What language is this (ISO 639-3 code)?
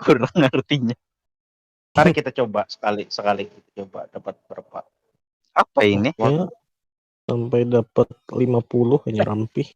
bjn